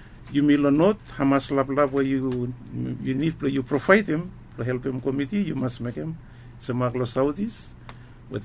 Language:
Bislama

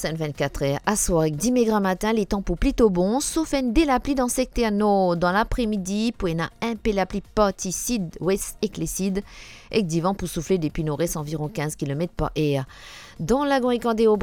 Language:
Morisyen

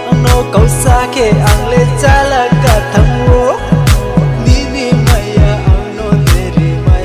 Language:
Riang (India)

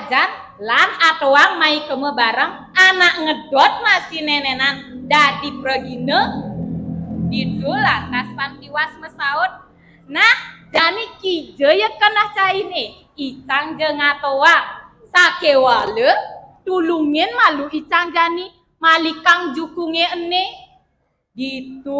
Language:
Balinese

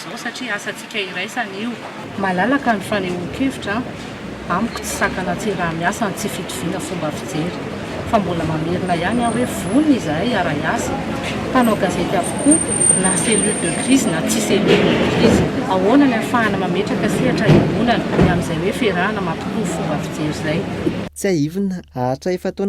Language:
Malagasy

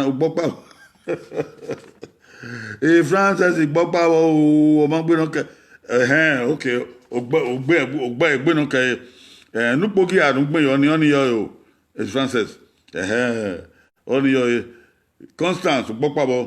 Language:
Bini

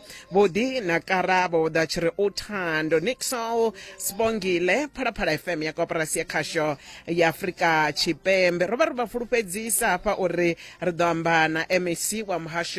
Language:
Venda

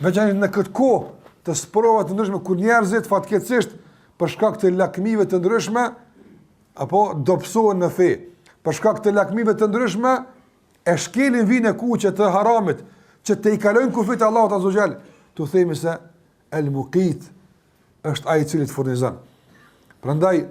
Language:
Albanian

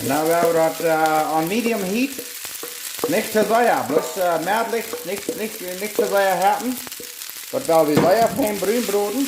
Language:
Plautdietsch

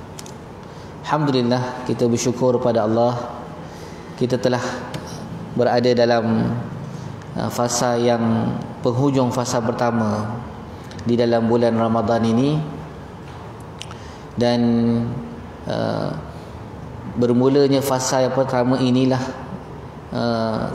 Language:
Malay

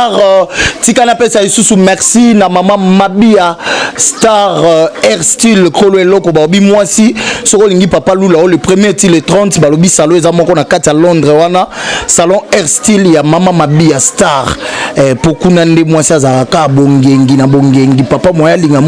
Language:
Lingala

